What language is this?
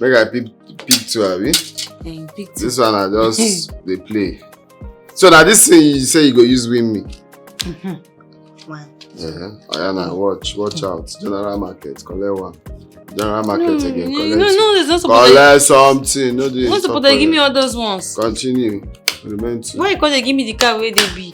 Nigerian Pidgin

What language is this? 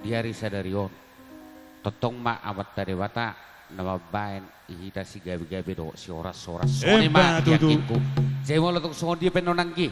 Batak Toba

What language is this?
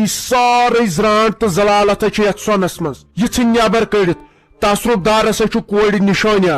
Kashmiri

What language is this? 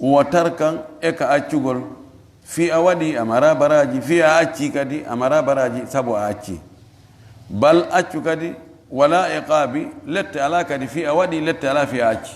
Fula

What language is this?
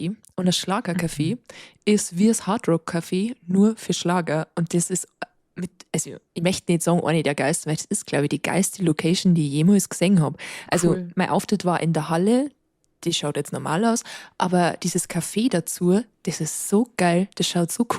Bavarian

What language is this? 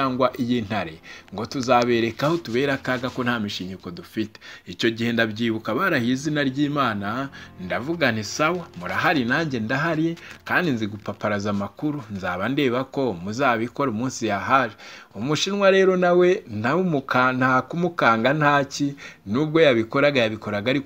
Kinyarwanda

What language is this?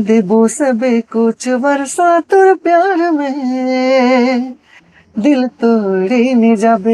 Sadri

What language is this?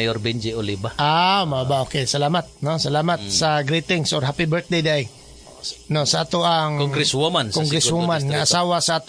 Cebuano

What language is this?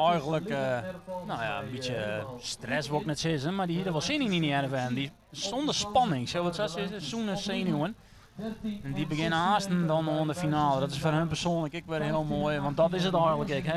Western Frisian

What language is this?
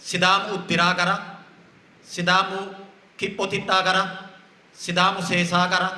Sidamo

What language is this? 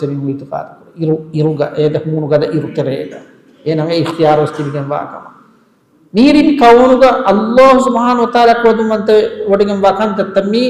Divehi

